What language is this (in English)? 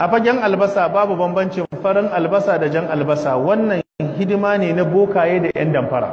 Hausa